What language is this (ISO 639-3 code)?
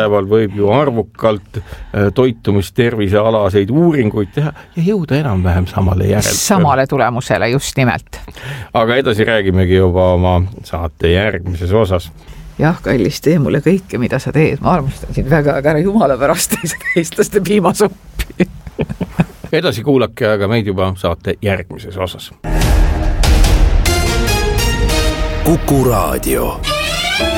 est